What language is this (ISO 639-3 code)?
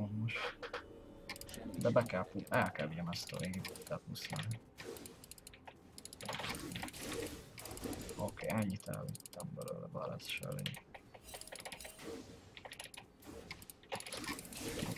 hun